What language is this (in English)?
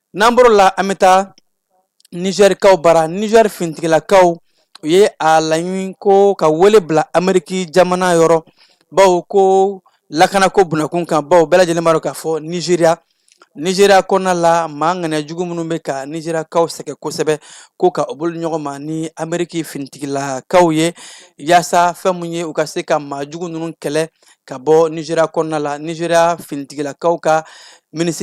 Bambara